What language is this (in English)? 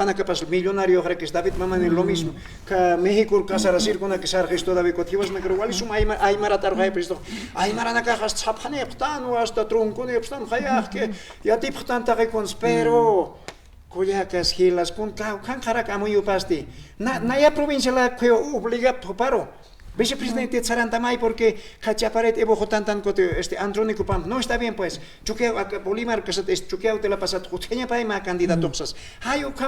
Aymara